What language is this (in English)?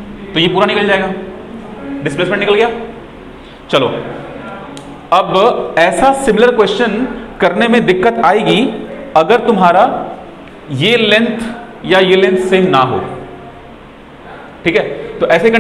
Hindi